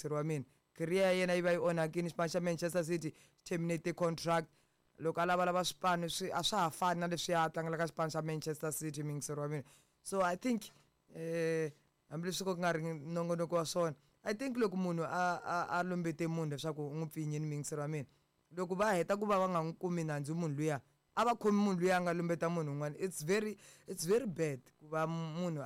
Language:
Tsonga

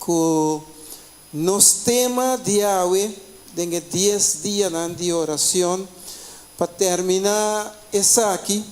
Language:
Papiamento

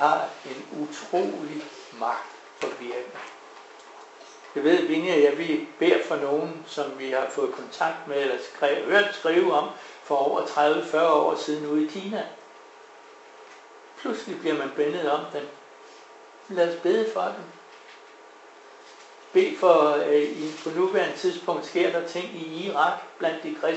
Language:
Danish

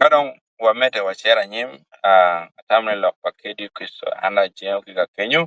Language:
Acoli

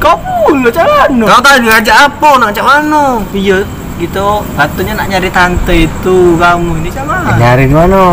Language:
Musi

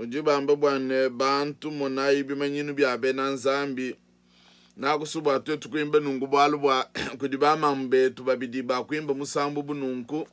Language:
Luba-Lulua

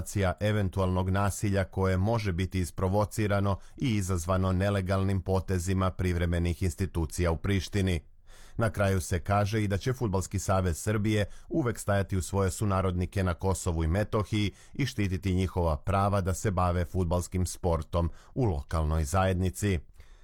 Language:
Serbian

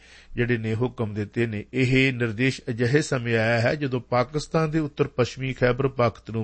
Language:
Punjabi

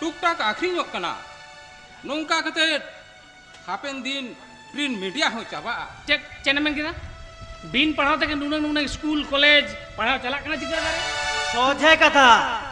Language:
Santali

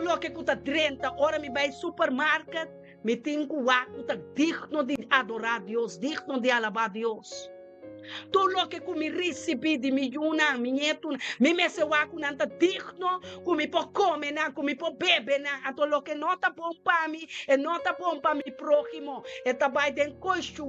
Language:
Papiamento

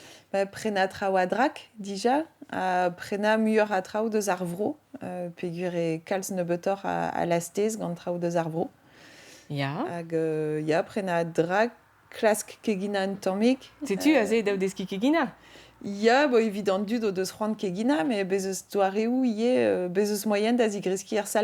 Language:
Breton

